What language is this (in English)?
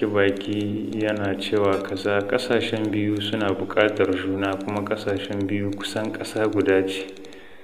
Hausa